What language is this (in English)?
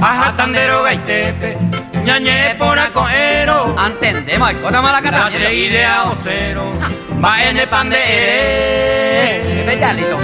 Guarani